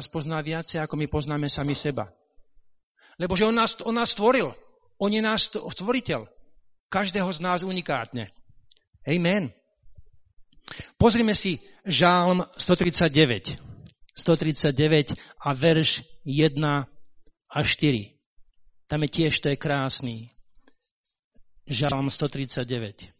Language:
Slovak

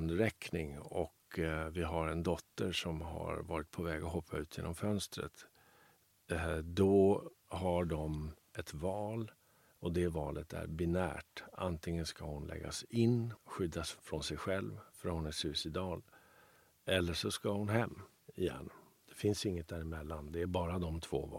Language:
Swedish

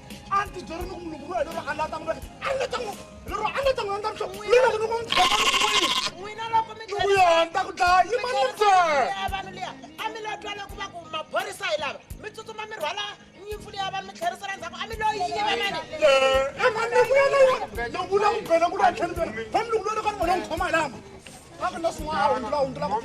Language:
Tsonga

